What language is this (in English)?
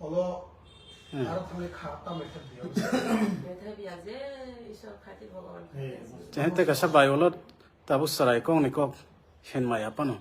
Kok Borok